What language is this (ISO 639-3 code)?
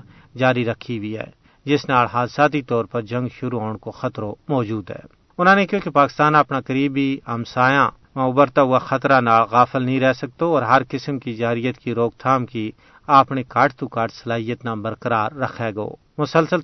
gju